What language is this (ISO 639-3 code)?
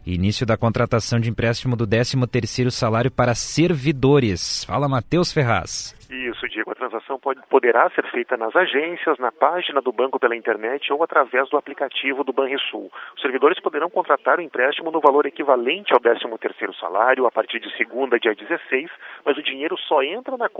por